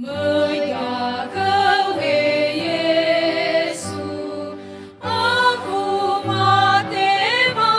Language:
Nias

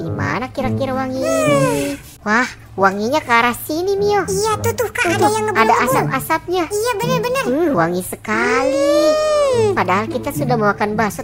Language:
Indonesian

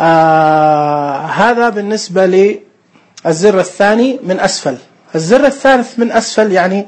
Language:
Najdi Arabic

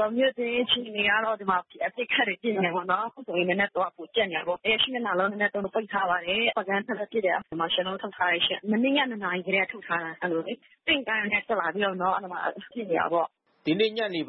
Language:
Burmese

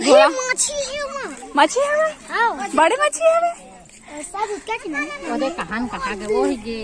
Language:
Chhattisgarhi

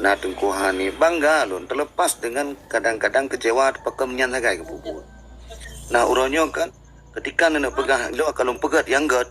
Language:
Achinese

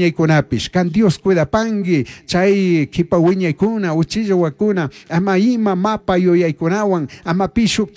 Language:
Chimborazo Highland Quichua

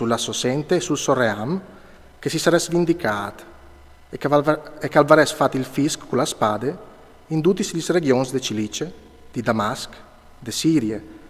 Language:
Friulian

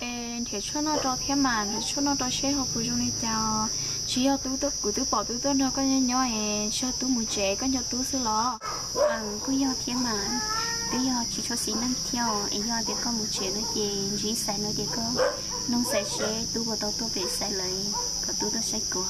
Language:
Hmong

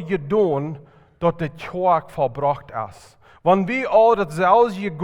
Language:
Plautdietsch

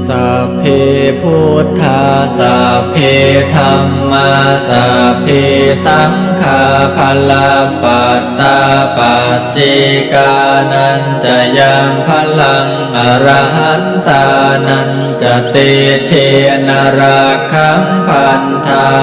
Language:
Pali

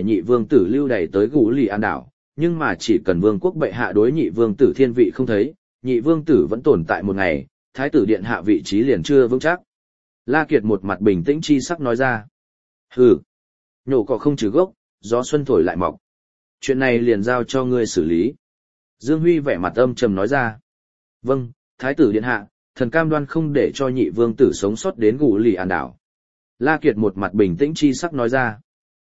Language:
Vietnamese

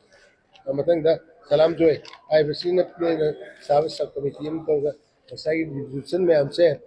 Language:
Manipuri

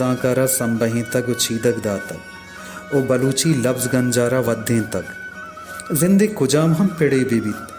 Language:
Baluchi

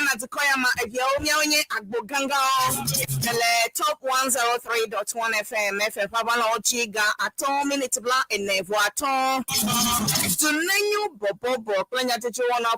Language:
Ewe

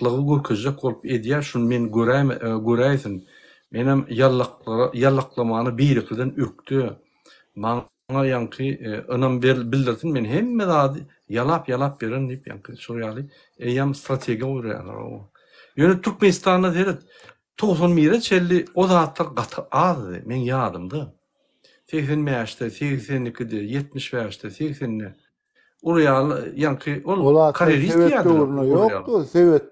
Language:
Turkmen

